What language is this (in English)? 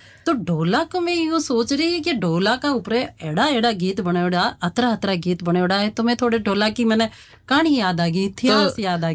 Hindi